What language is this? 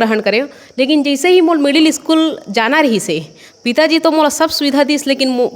Chhattisgarhi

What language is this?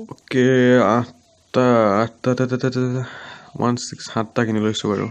Assamese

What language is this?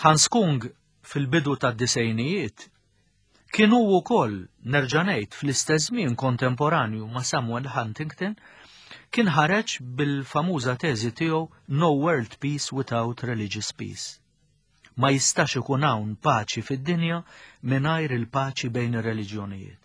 Maltese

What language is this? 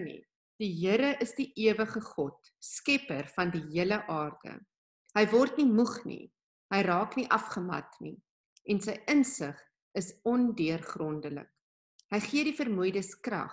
Afrikaans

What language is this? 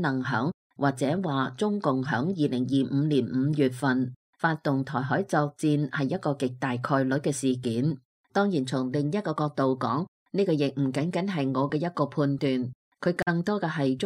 Cantonese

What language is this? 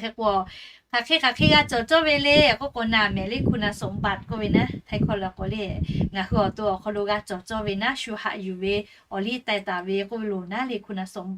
Lahu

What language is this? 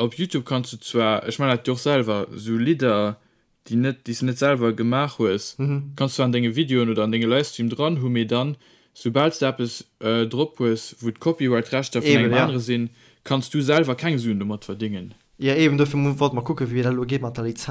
Luxembourgish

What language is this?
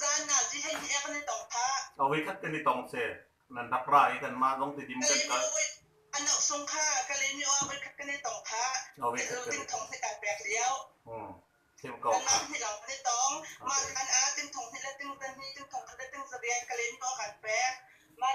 Hakha Chin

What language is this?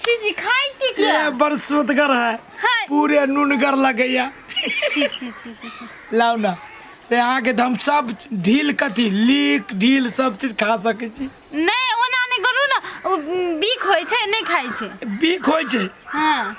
Maithili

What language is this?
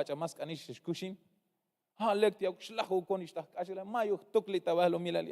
Tzeltal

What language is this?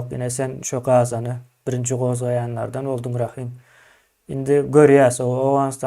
Turkmen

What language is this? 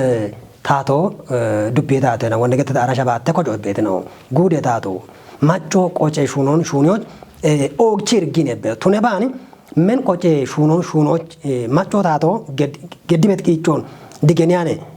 Kafa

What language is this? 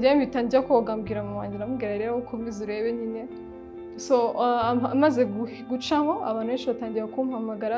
Kinyarwanda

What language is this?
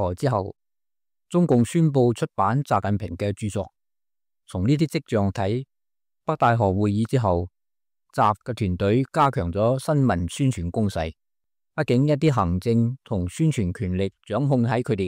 Cantonese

